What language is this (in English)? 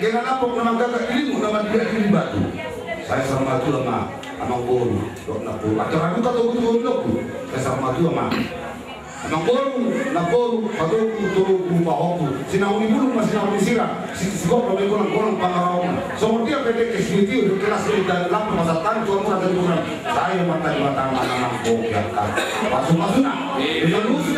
Batak Toba